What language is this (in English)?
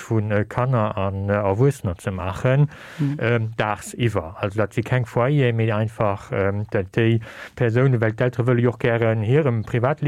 Luxembourgish